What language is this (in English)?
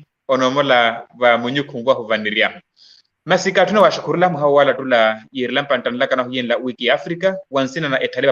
Makhuwa